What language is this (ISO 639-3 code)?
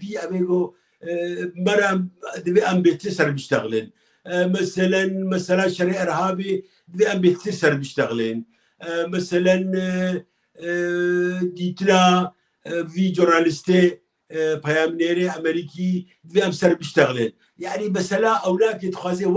kur